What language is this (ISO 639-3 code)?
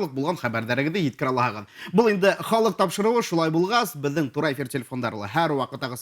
bak